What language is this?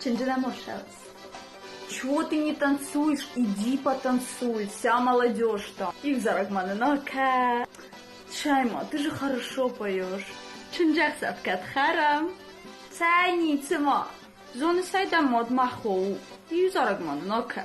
Ossetic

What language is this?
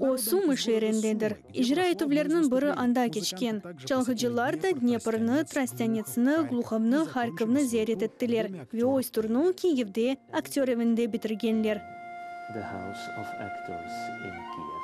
Crimean Tatar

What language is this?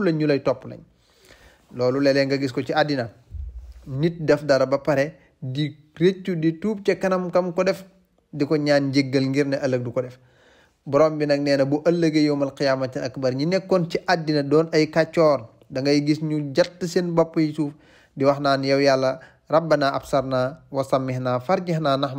Wolof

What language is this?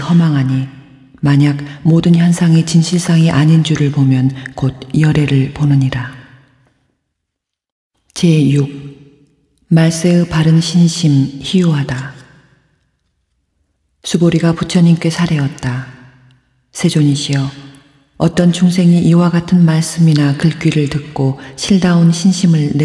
Korean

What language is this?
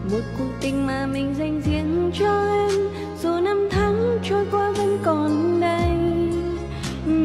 Vietnamese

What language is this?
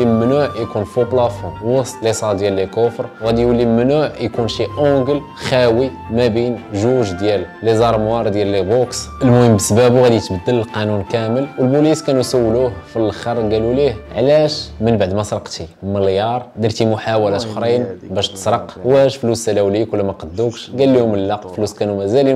Moroccan Arabic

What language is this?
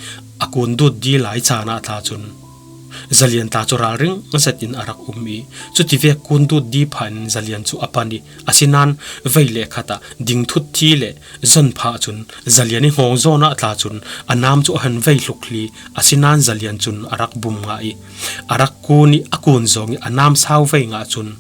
Falam Chin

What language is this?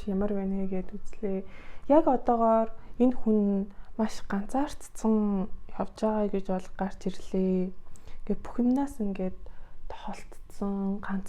Mongolian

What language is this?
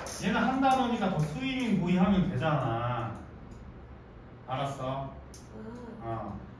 Korean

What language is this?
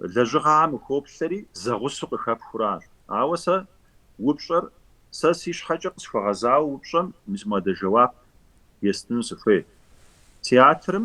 Kabardian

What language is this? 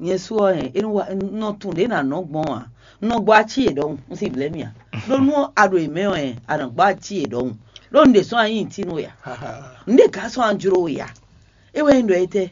Fon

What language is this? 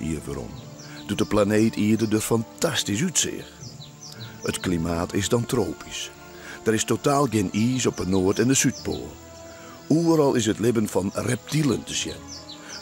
Western Frisian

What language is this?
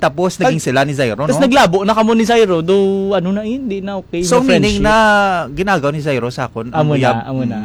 Hiligaynon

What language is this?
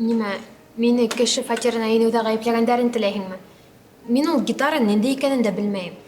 Bashkir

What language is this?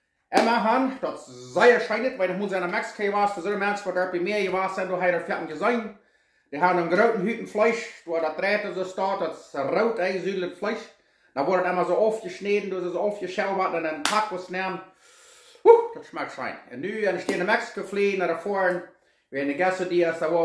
Plautdietsch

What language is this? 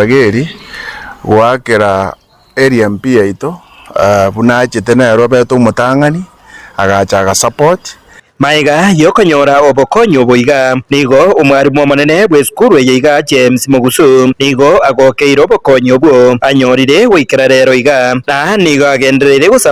Gusii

